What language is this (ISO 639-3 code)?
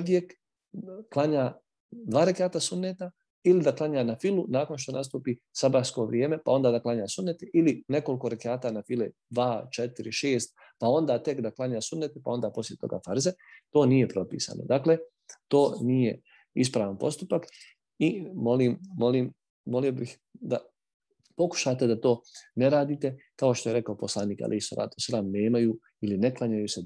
bos